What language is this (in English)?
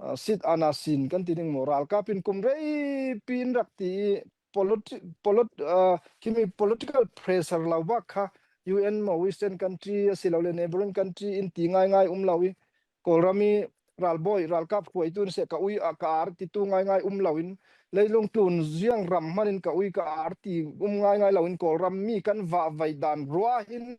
Falam Chin